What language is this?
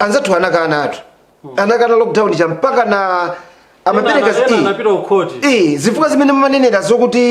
Nyanja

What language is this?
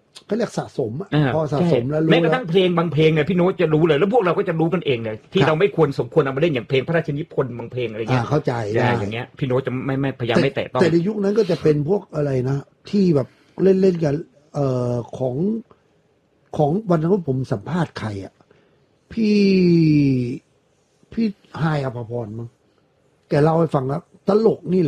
Thai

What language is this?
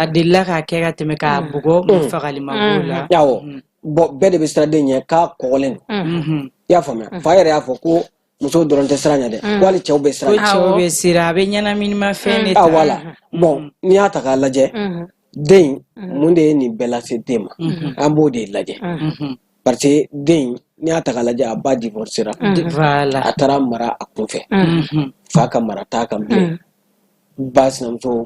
Bambara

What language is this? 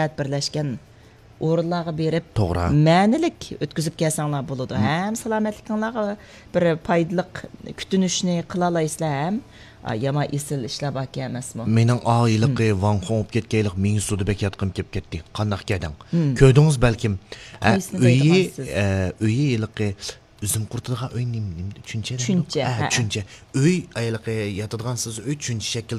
Uyghur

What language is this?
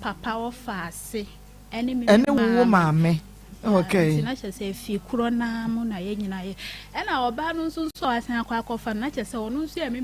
Akan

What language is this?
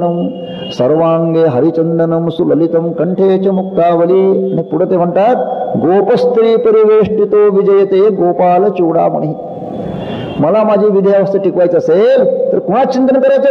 Marathi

